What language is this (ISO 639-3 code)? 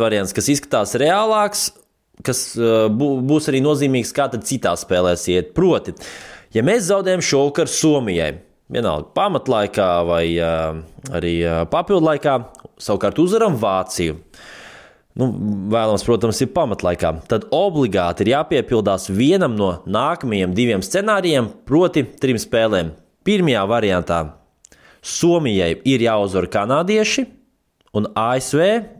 lav